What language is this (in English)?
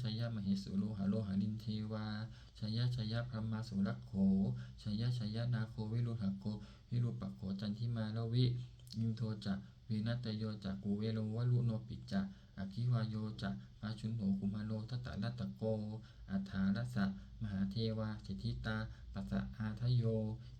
Pali